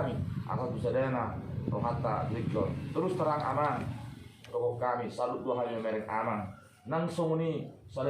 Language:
Batak Toba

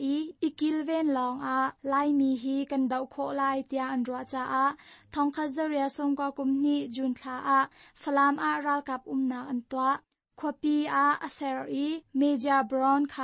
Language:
Hakha Chin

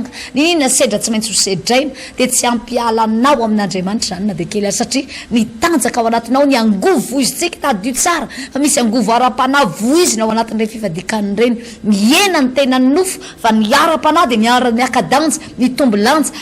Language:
Malagasy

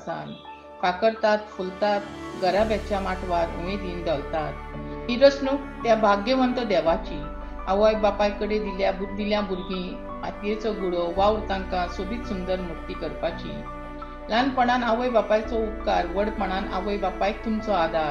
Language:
Konkani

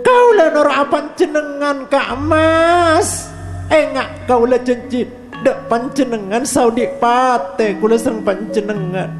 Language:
Madurese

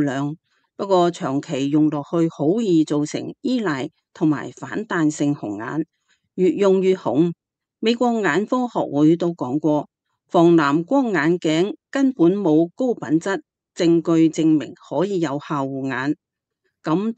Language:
Cantonese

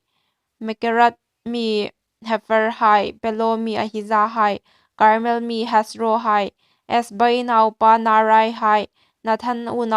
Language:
Hmar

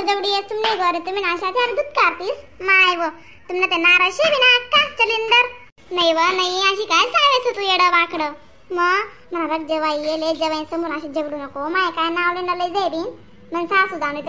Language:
Khandesi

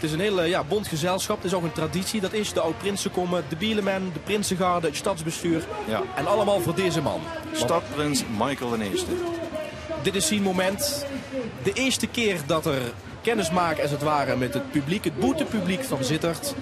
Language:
Limburgish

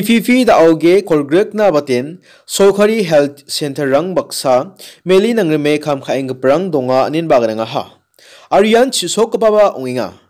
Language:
Garo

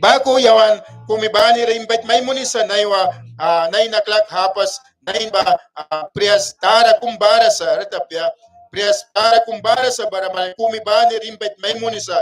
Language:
Mískito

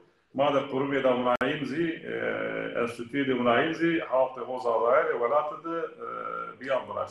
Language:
Zaza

